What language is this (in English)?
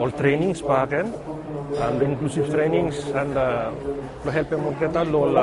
Bislama